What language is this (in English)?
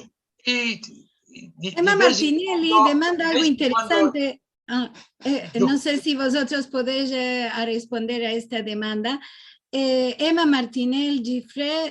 Ladino